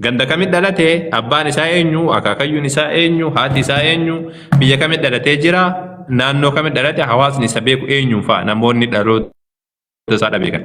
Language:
Oromo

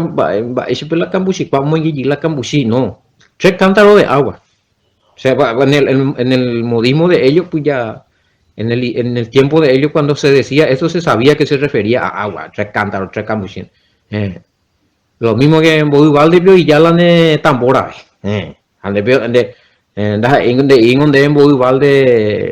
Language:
Guarani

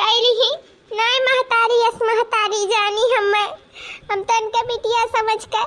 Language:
Awadhi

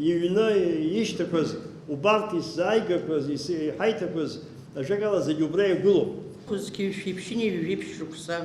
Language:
Abkhazian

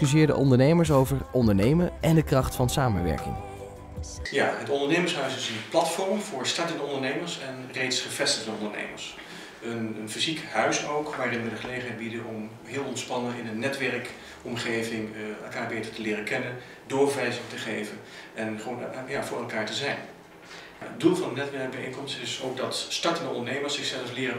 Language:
Dutch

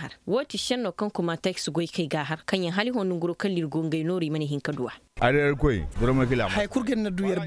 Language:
Koyraboro Senni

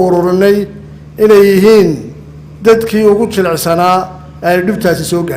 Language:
Somali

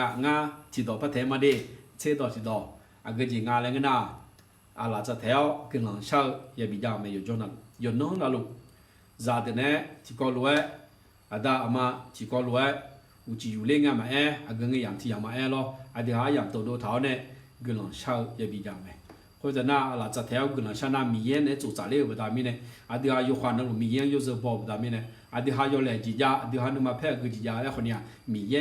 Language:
Akha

